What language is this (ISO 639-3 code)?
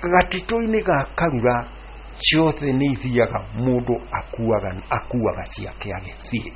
kik